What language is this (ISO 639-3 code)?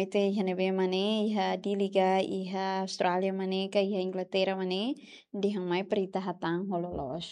tet